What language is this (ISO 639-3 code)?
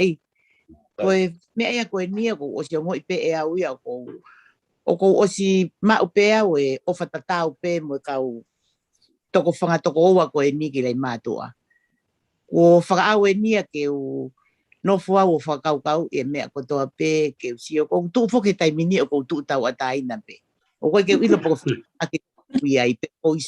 ton